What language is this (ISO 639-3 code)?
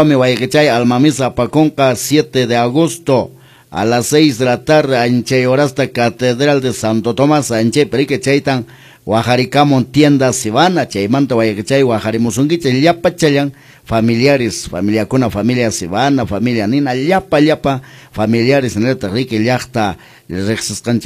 que